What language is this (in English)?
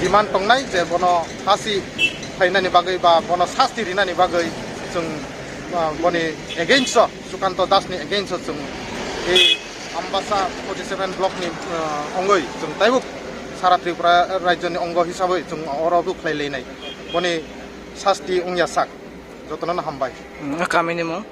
Kok Borok